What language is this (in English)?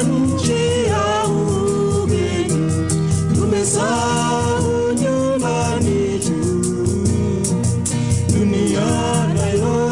Swahili